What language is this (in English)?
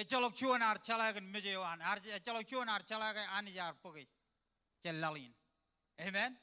Marshallese